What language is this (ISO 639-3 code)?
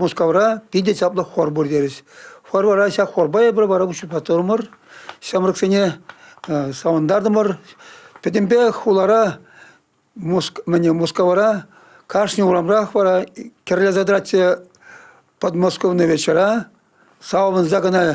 chv